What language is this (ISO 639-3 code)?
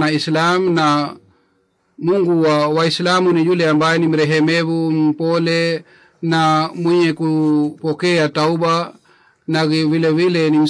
swa